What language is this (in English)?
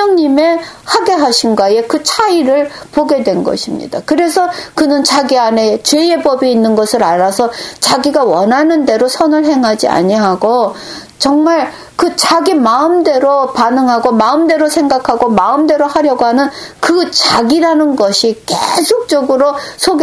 Korean